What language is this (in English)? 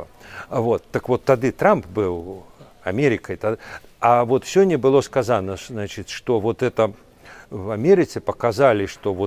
Belarusian